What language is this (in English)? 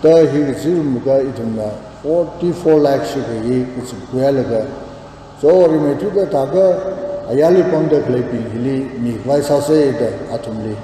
Tangkhul Naga (India)